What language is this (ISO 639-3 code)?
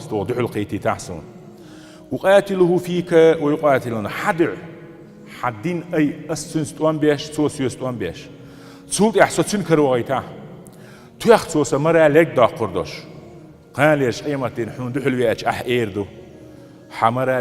che